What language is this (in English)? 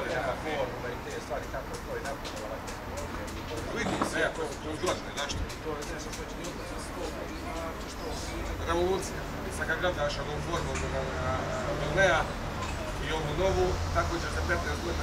Croatian